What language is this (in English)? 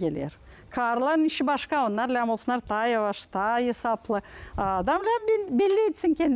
Gagauz